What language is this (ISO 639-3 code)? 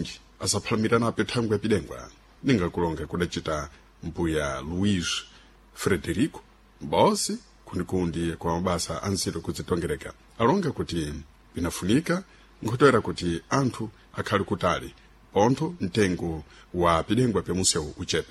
seh